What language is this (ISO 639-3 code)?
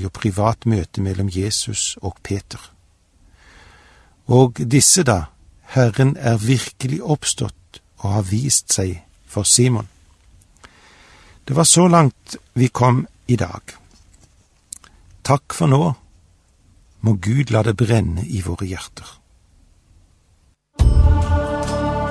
nor